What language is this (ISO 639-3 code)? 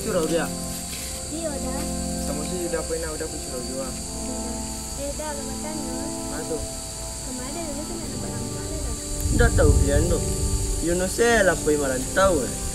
min